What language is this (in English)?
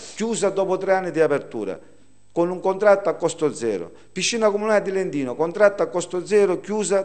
Italian